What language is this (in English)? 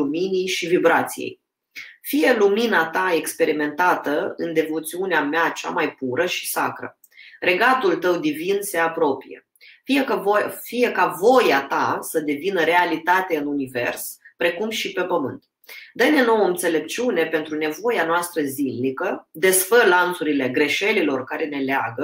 Romanian